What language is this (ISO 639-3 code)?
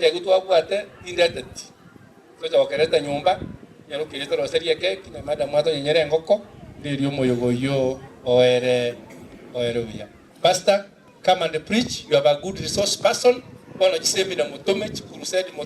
guz